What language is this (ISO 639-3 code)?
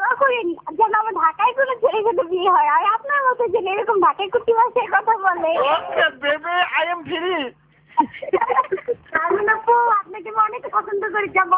ben